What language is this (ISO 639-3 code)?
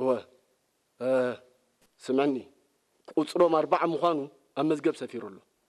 tir